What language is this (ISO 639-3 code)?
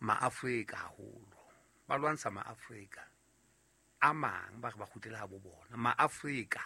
sot